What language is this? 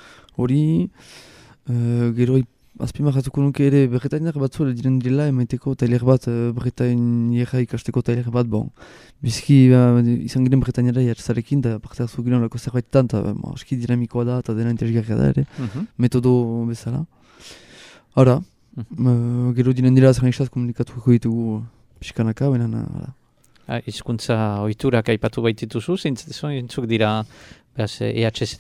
Basque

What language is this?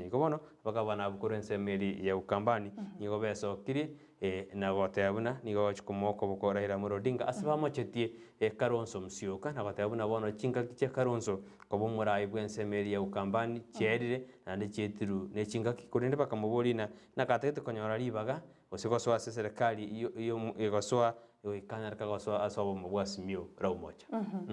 Gusii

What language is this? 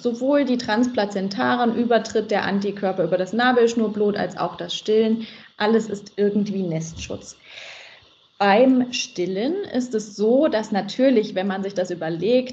German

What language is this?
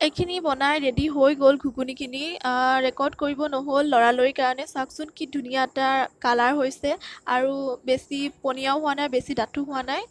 Assamese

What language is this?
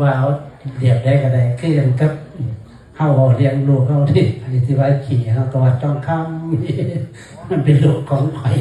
Northeastern Thai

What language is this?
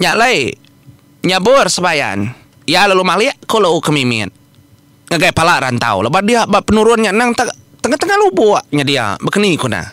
Iban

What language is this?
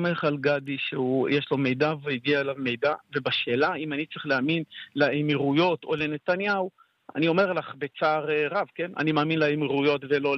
Hebrew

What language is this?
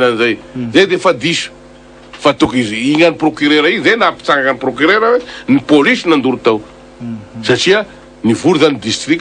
Malagasy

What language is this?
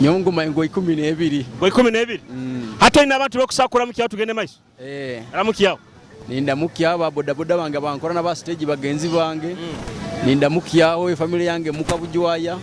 Nyoro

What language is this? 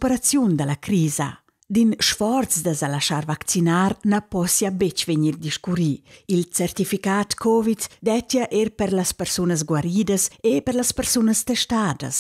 Romansh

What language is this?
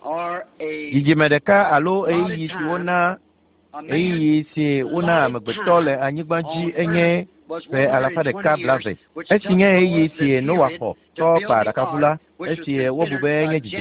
Ewe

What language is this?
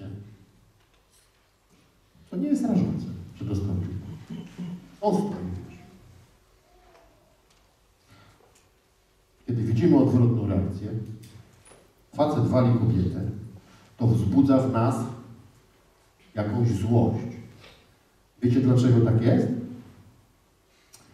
Polish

